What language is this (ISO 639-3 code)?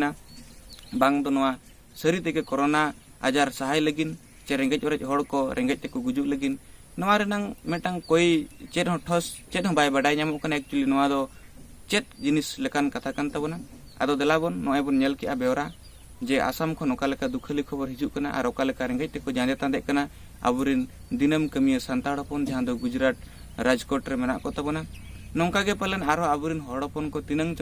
sat